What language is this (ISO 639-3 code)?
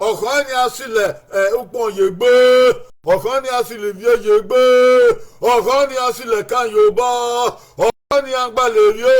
bin